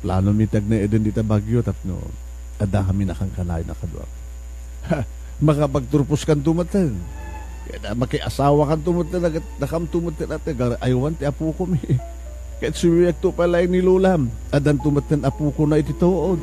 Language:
Iloko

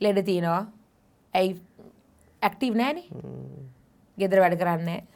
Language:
Sinhala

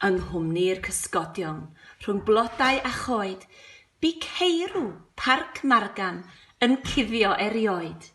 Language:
Welsh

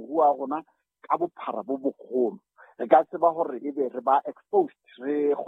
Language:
Southern Sotho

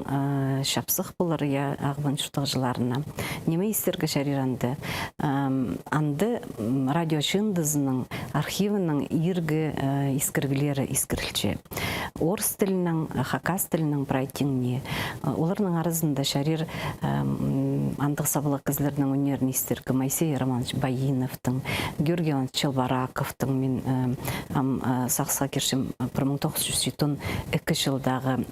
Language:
Khakas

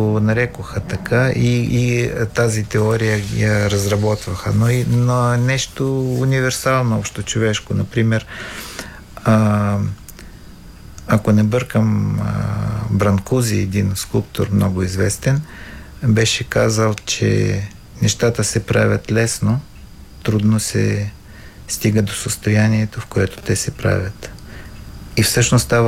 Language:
Bulgarian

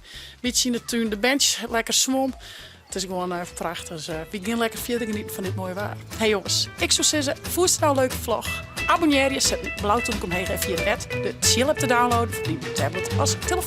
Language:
Western Frisian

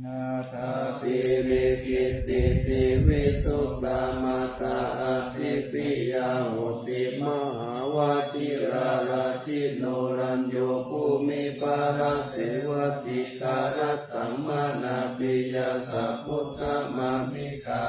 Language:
Pali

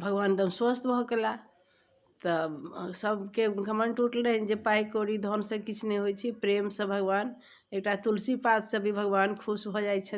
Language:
Maithili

